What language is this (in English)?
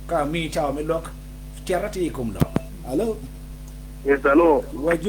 Acoli